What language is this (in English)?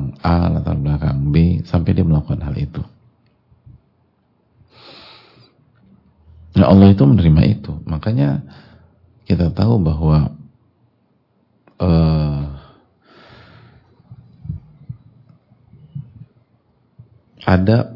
Indonesian